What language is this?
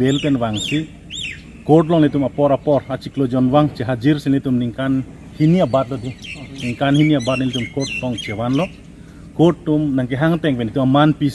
Karbi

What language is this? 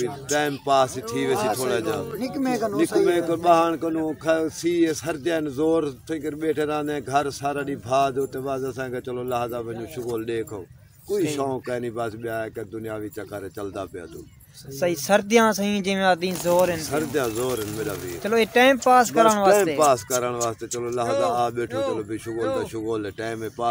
Saraiki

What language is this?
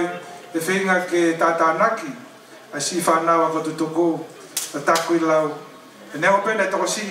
Tongan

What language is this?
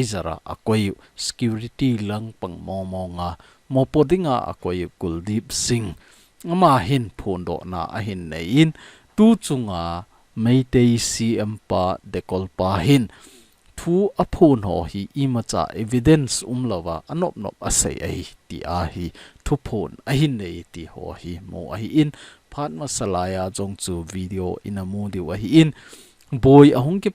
Thado Chin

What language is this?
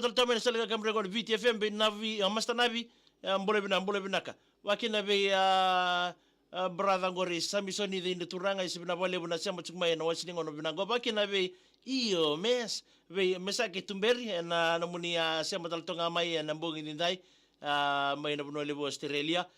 Fijian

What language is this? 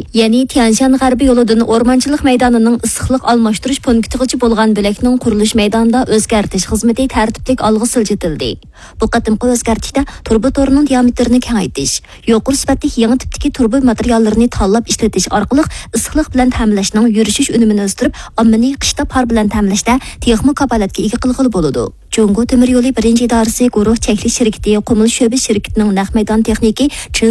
Uyghur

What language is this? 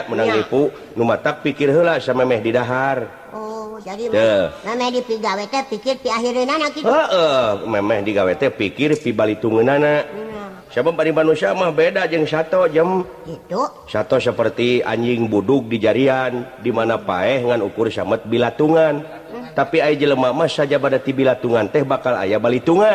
Sundanese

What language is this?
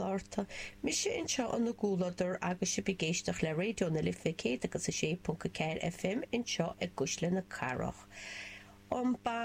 Irish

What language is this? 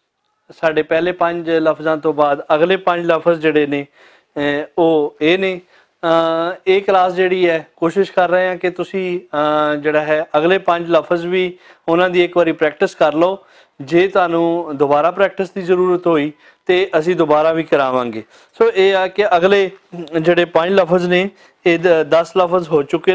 Western Panjabi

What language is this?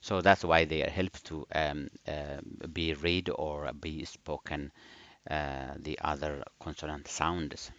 English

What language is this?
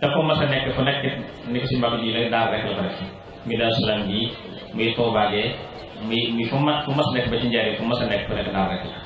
Wolof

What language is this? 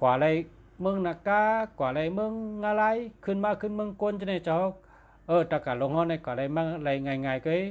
Shan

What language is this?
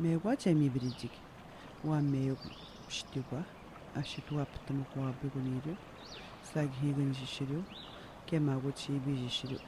Atikamekw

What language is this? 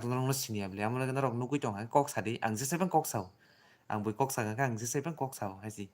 Kok Borok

